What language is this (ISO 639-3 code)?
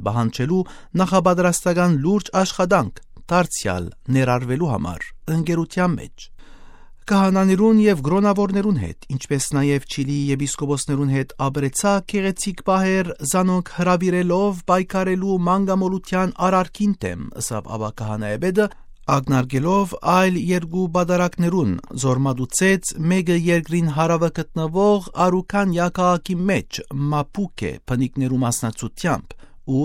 hye